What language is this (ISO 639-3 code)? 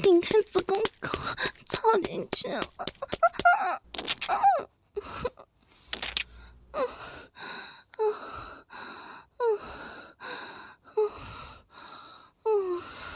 zho